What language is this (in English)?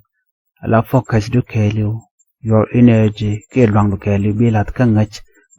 Nuer